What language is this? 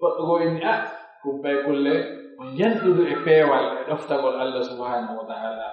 Pular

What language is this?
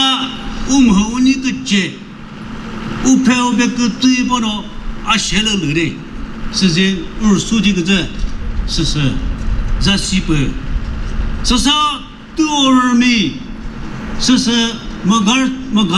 Chokri Naga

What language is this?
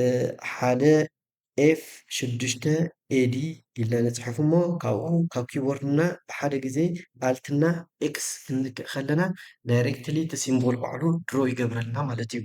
Tigrinya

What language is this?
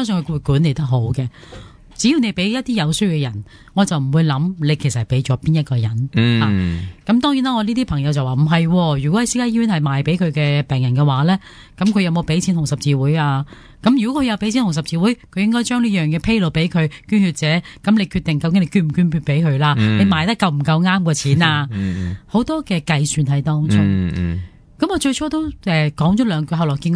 Cantonese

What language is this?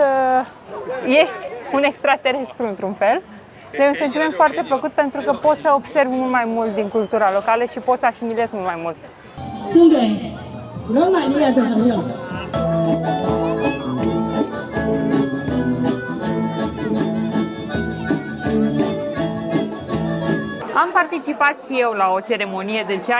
Romanian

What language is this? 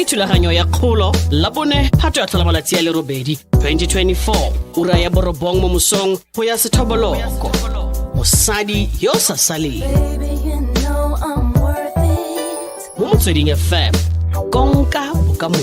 Tswana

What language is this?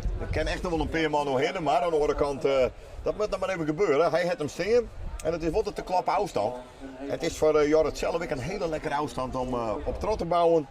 Western Frisian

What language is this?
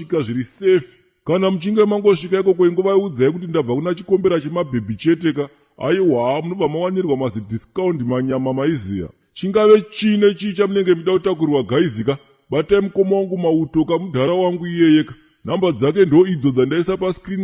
Shona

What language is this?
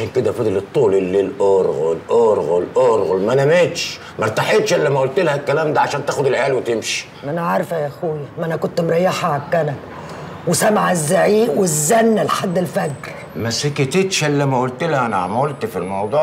Egyptian Arabic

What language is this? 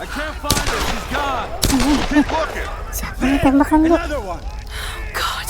Banjar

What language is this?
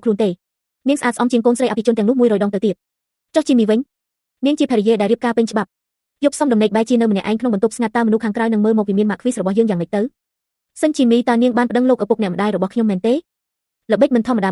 Khmer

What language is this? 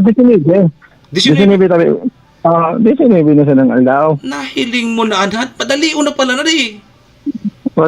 Bikol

